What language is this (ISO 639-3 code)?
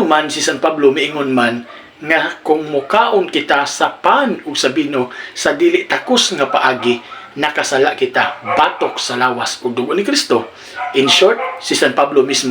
ceb